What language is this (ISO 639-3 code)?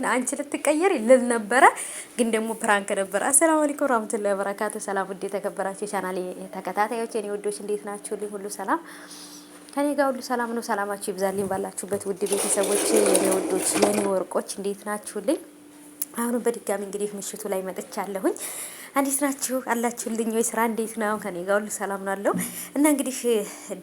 amh